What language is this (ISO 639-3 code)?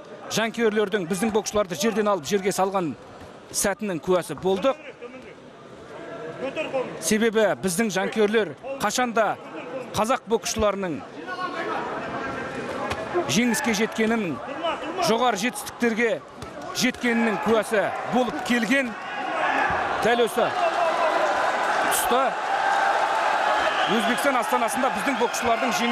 kaz